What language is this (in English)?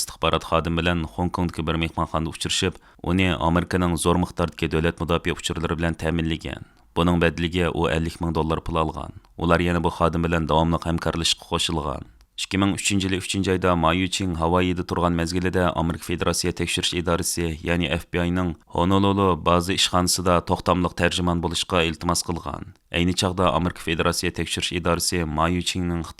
Uyghur